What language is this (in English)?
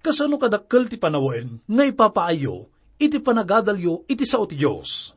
Iloko